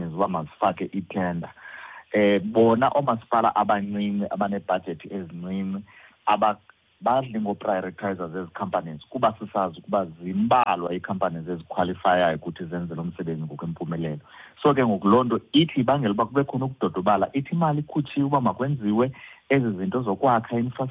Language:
Xhosa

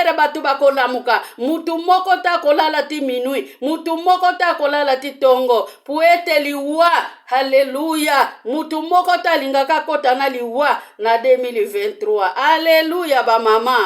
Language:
Lingala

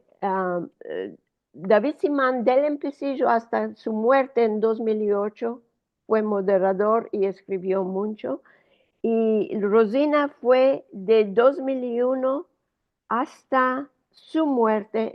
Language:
Ladino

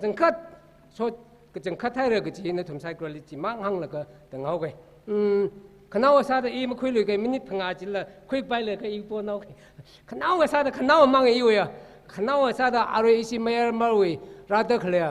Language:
Tangkhul Naga (India)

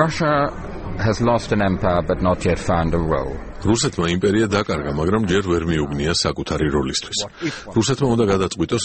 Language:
Georgian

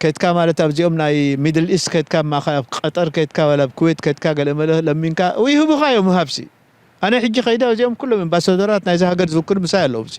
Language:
Tigrinya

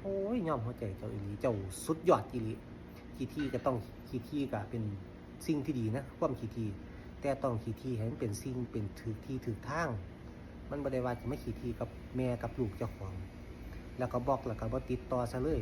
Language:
Northeastern Thai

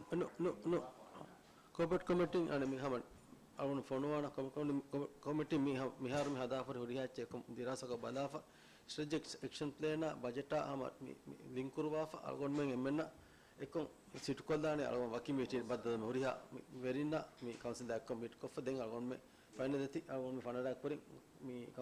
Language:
Divehi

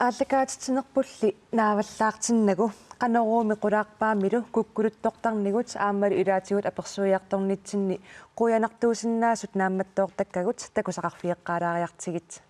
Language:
Kalaallisut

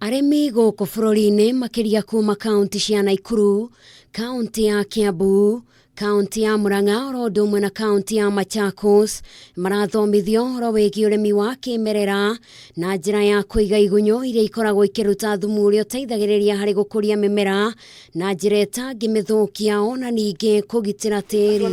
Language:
Kikuyu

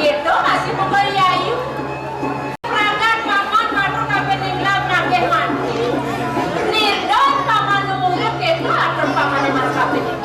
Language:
Balinese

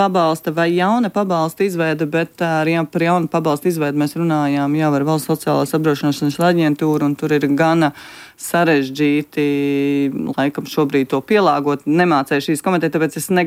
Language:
Latvian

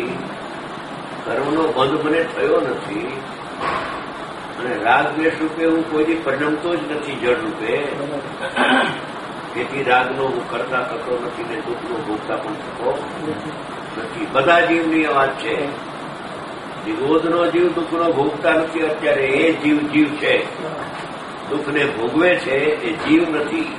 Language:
Gujarati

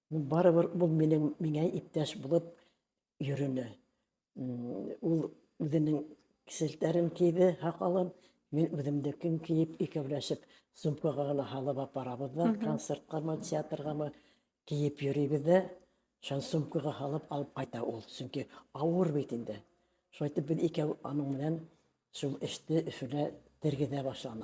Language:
Bashkir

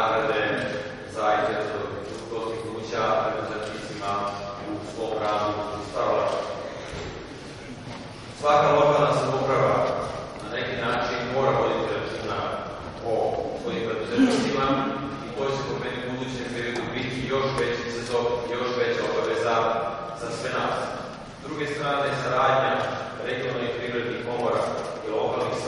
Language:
Serbian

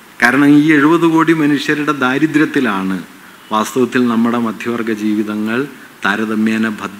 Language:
Malayalam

